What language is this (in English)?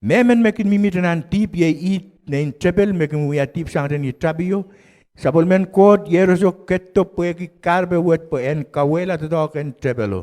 Pohnpeian